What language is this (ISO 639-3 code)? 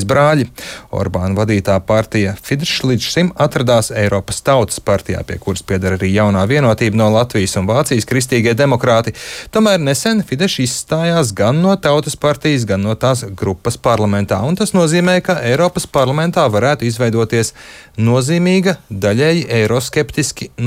lav